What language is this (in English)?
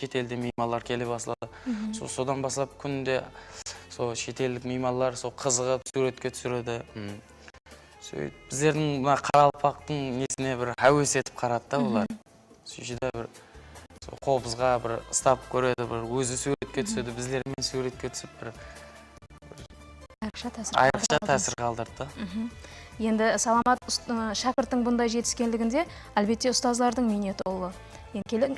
Kara-Kalpak